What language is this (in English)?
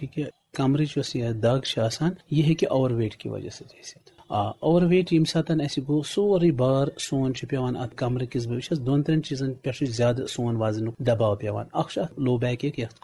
Kashmiri